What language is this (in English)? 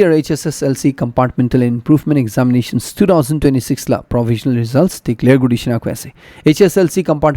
Naga Pidgin